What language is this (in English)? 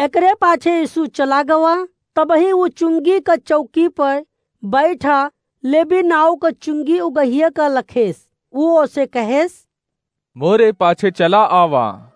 Awadhi